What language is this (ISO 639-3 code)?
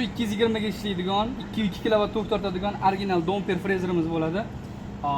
uzb